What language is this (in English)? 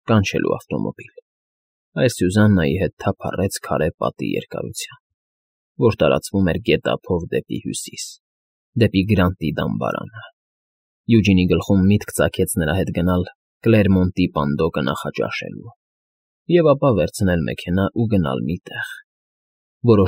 Armenian